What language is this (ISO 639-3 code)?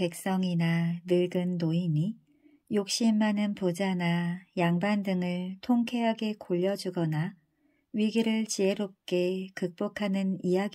kor